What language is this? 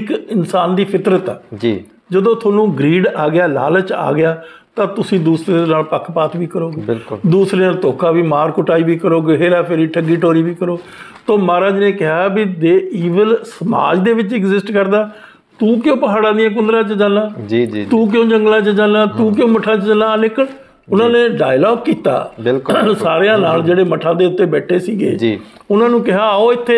Punjabi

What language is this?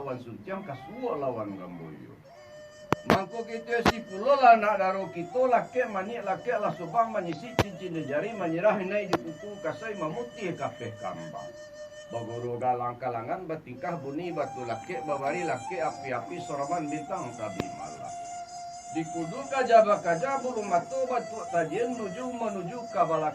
Minangkabau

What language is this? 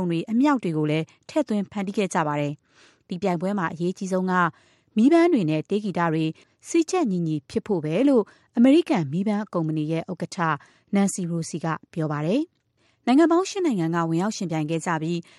Burmese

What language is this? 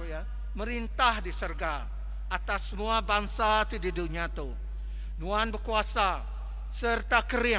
Iban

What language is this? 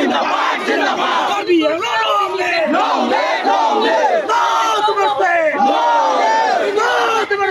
Karbi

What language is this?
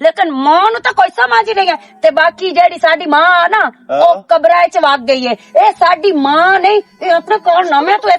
Western Panjabi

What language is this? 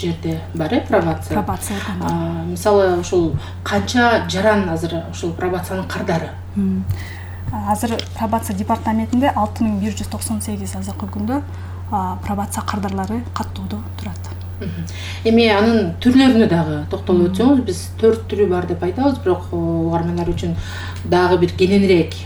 Kyrgyz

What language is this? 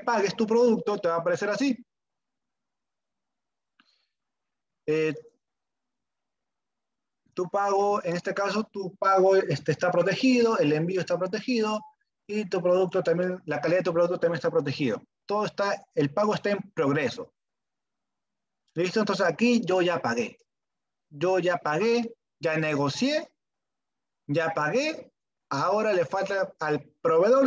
Spanish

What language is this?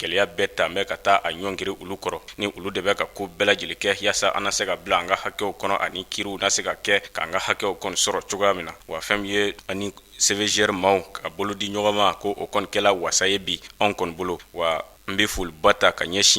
Bambara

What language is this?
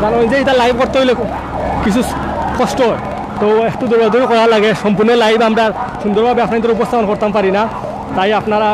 Sylheti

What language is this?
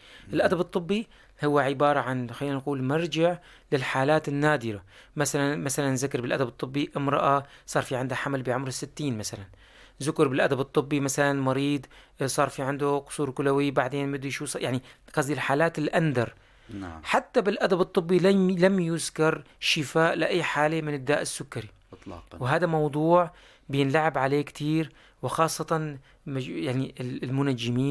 North Levantine Arabic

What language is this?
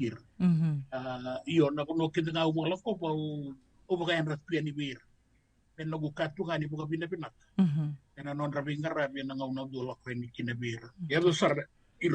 Fijian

